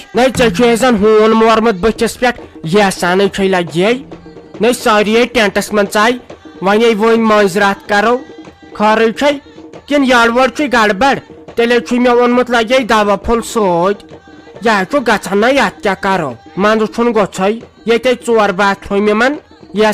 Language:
Kashmiri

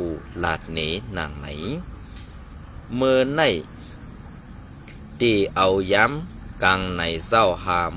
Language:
Shan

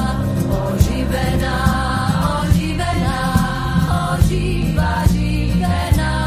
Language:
Slovak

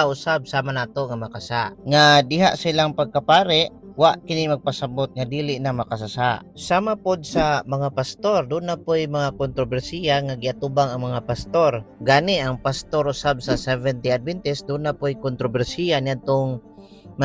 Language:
Cebuano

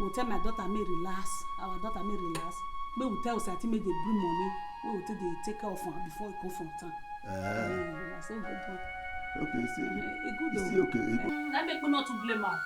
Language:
Nigerian Pidgin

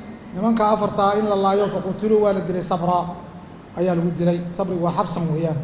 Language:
Somali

